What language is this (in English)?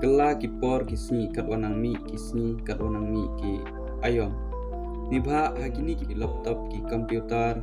Pnar